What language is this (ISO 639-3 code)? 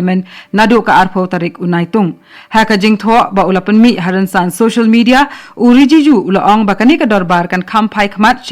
kha